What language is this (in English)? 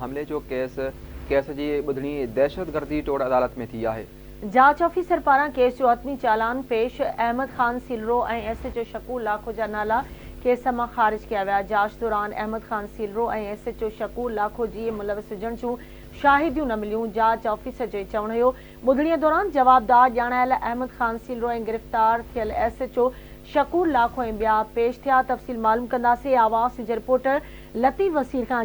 Sindhi